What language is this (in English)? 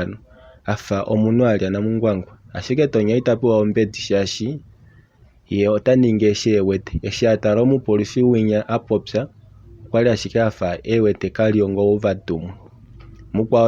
Kuanyama